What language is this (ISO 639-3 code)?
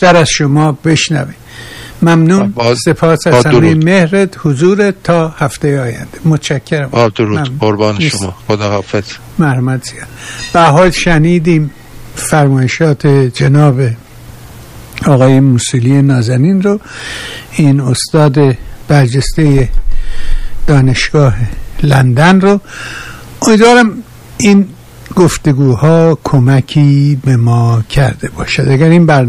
fas